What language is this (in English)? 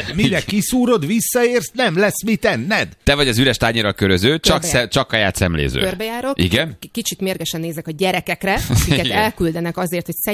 Hungarian